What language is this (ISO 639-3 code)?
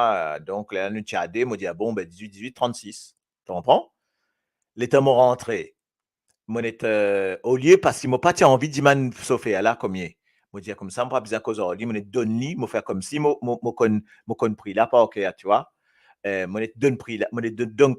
mfe